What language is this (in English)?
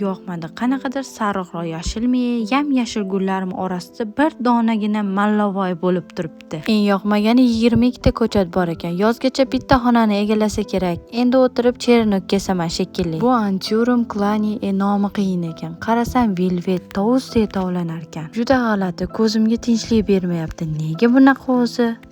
Uzbek